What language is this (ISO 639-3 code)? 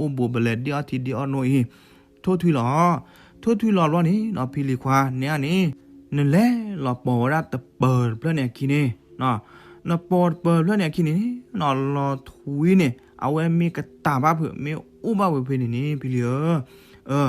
ksw